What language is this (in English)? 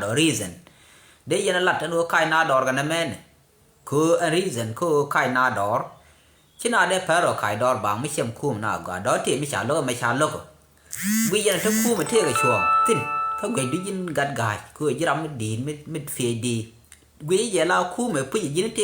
Nuer